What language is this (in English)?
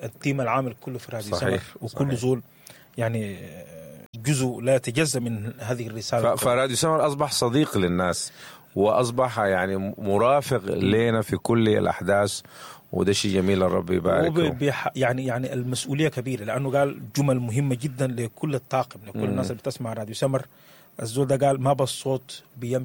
Sudanese Arabic